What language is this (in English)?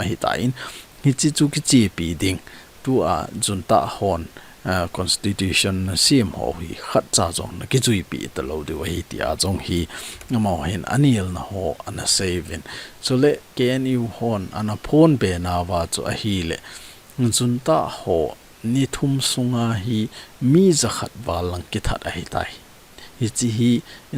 Thado Chin